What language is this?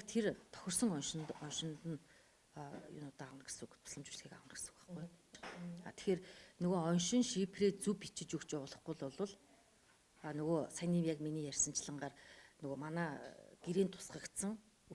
Mongolian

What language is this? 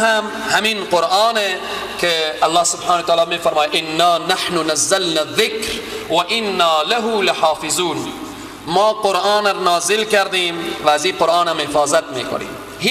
Persian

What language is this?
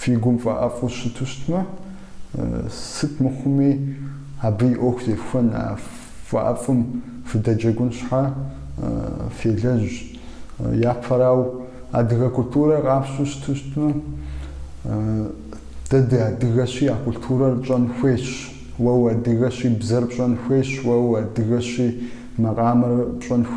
Kabardian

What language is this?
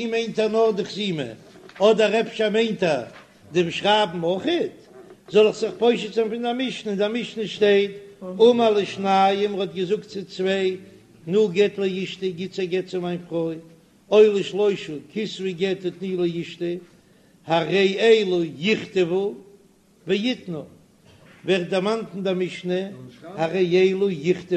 Yiddish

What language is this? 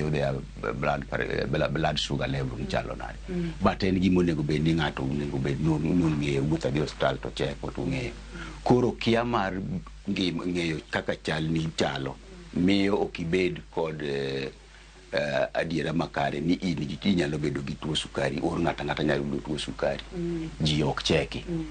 Luo (Kenya and Tanzania)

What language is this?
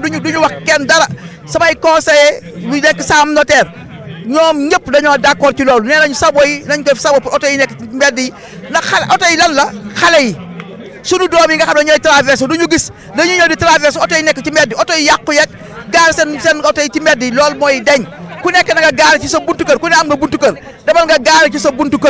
Wolof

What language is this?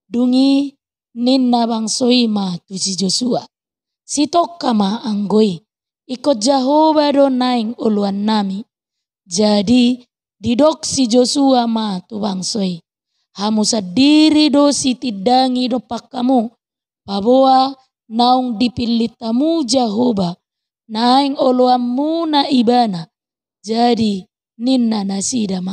Batak Toba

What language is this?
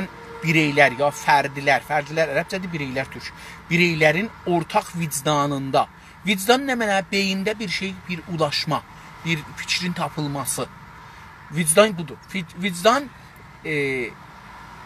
South Azerbaijani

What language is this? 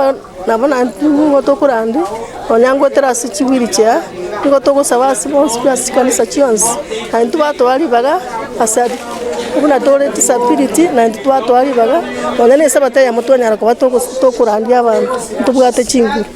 Gusii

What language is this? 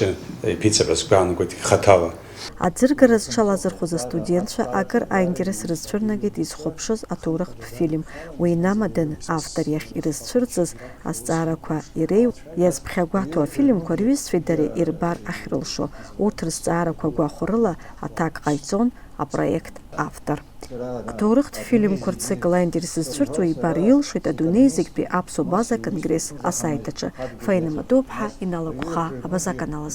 Abkhazian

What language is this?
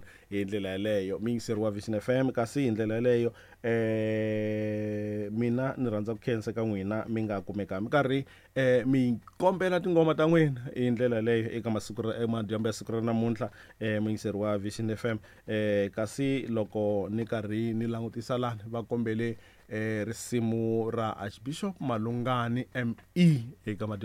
Tsonga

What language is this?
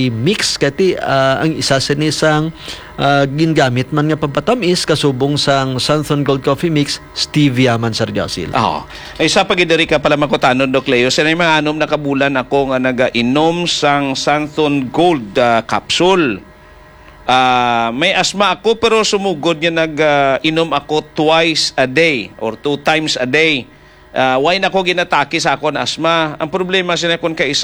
Hiligaynon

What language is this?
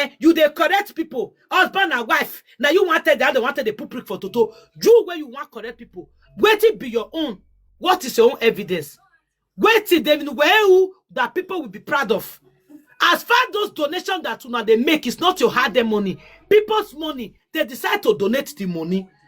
Nigerian Pidgin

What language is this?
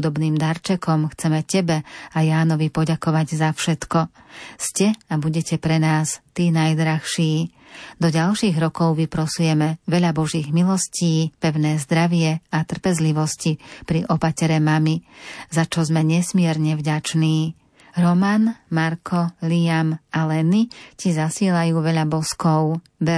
Slovak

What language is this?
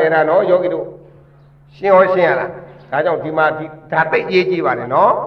Burmese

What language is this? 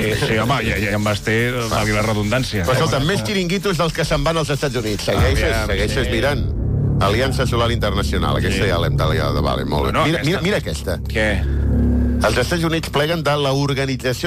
Catalan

